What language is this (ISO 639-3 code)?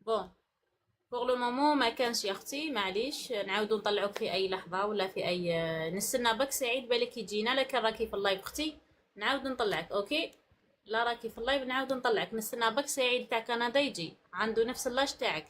arq